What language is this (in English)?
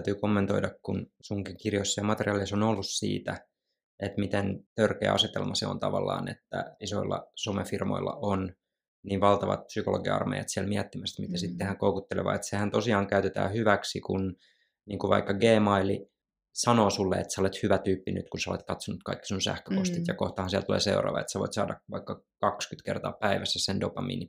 Finnish